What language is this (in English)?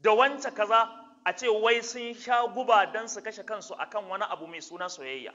Hausa